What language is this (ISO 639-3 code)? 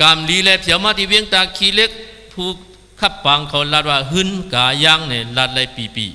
shn